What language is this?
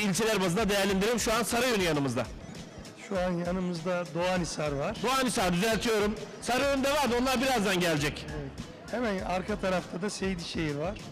Turkish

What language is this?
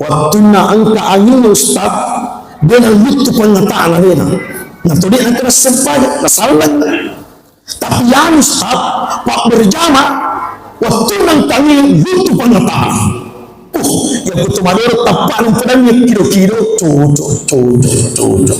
Buginese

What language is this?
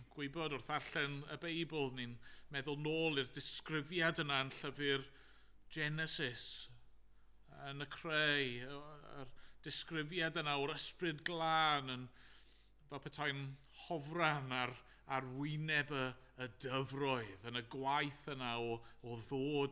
Welsh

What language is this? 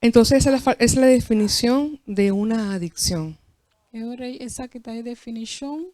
Papiamento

